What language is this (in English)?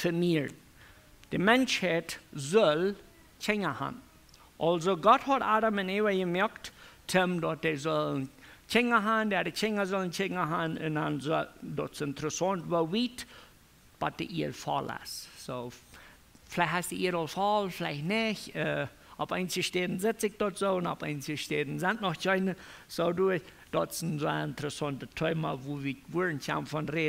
Plautdietsch